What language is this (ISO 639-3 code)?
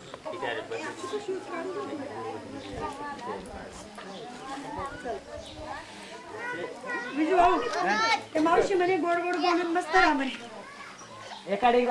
mar